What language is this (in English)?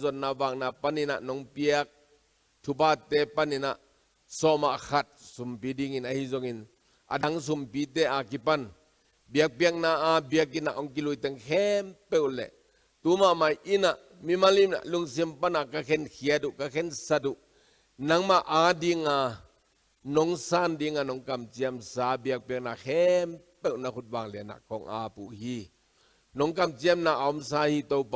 Tedim Chin